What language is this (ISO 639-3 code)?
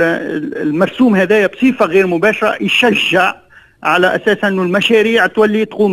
aeb